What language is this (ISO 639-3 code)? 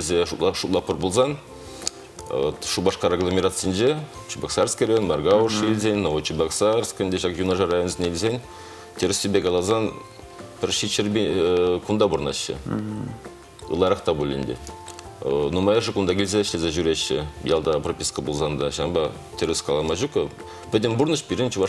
chv